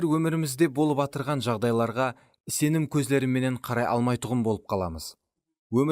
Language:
Kara-Kalpak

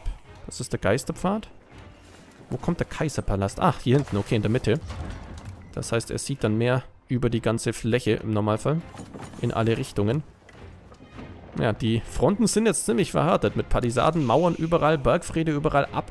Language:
German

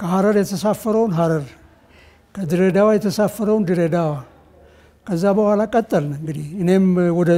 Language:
Amharic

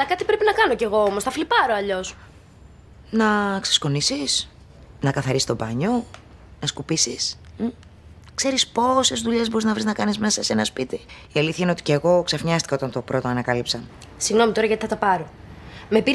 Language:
Greek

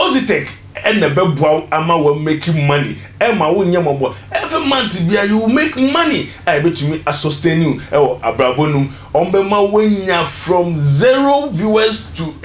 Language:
Akan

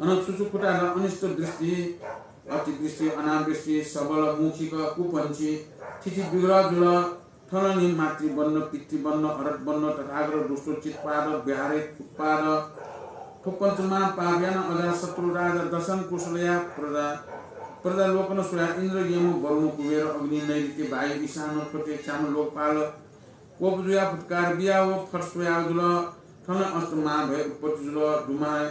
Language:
Newari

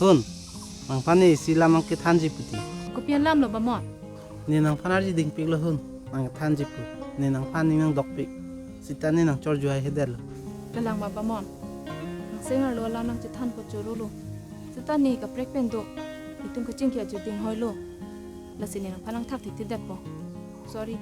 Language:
Karbi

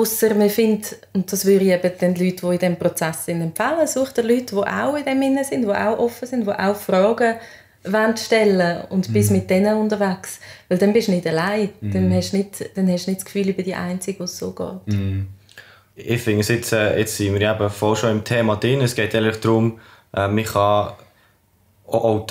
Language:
Swiss German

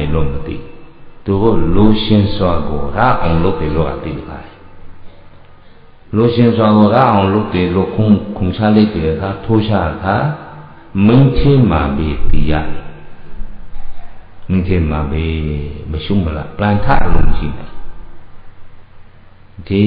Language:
Burmese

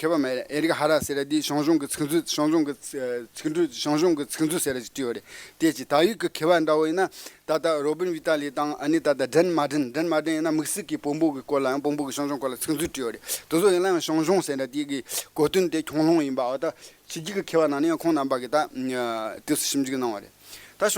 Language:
Tibetan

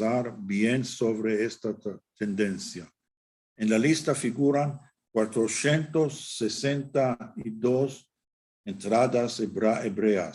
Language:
Ladino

